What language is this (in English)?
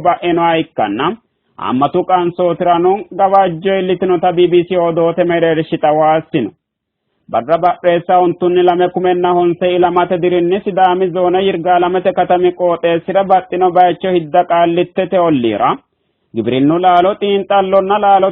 Sidamo